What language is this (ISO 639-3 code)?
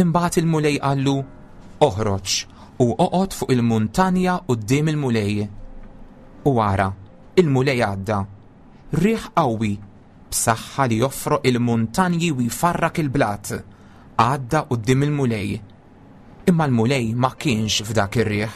mlt